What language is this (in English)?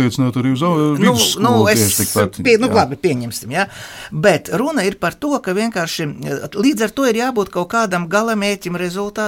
Latvian